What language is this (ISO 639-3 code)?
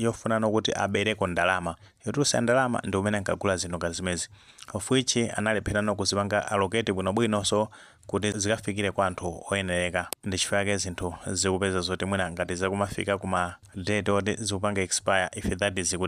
nya